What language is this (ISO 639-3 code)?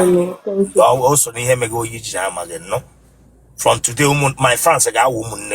ibo